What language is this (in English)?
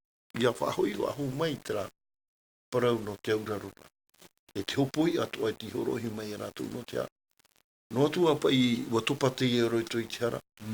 Tahitian